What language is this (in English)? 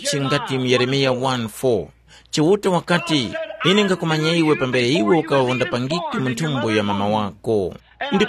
Tumbuka